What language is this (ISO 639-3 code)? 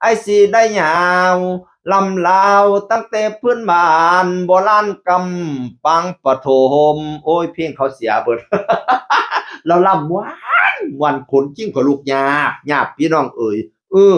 tts